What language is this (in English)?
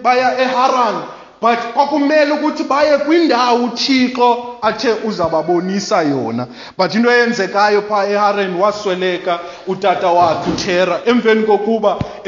Xhosa